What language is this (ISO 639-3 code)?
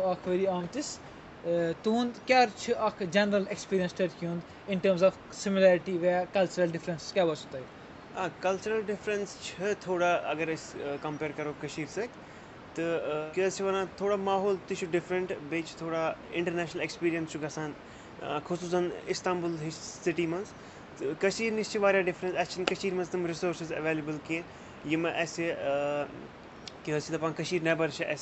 kas